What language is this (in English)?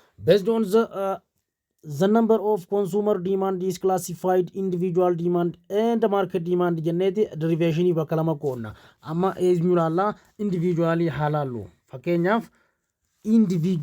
Oromo